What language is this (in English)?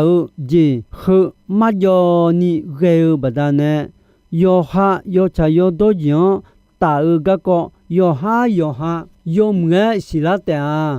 Akha